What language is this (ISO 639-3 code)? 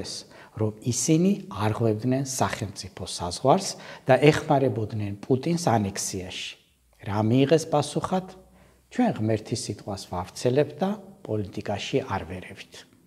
kat